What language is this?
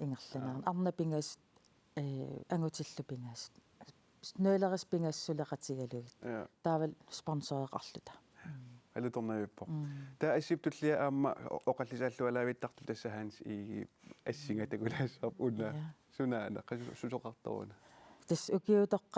Kalaallisut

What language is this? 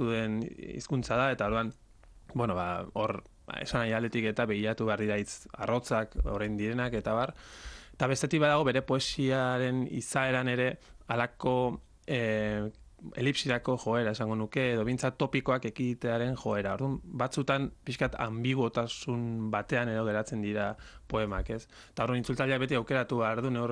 Basque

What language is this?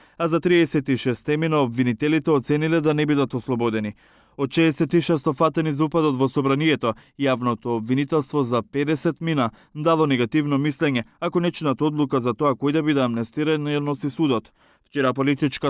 Macedonian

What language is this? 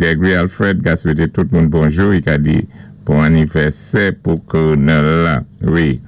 Saint Lucian Creole French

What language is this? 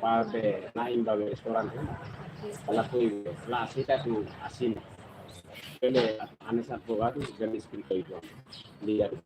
Tetum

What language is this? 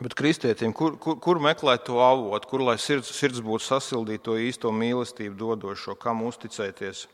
Latvian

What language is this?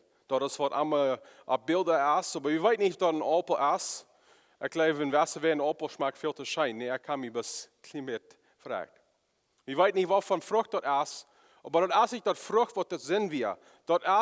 Plautdietsch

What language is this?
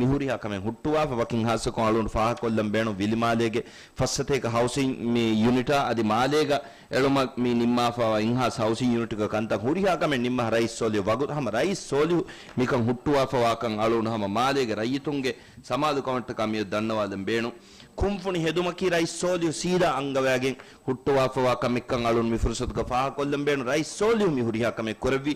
Divehi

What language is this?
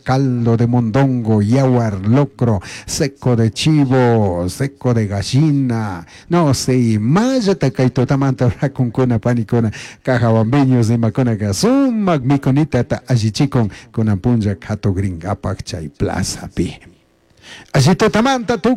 Chimborazo Highland Quichua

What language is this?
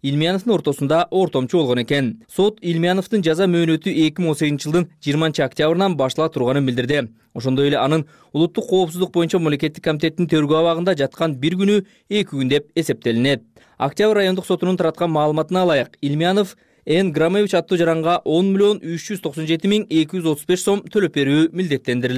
Kyrgyz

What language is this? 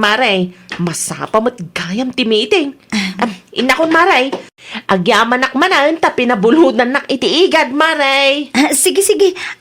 Iloko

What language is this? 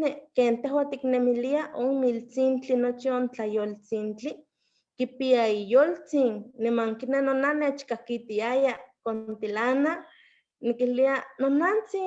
Eastern Huasteca Nahuatl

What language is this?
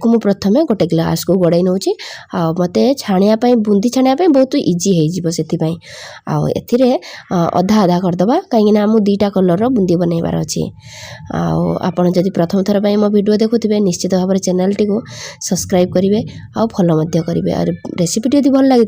Odia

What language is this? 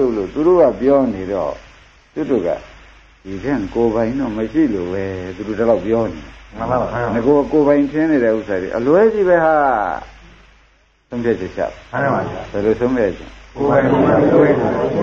Burmese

